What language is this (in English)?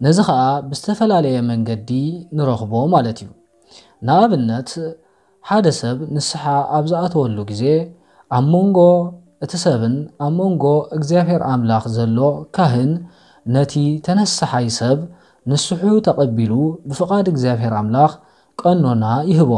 Tigrinya